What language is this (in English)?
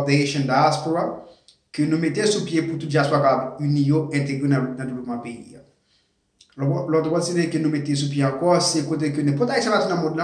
Haitian Creole